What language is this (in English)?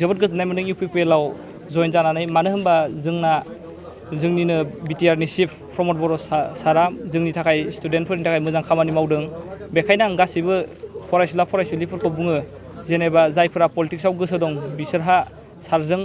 Bodo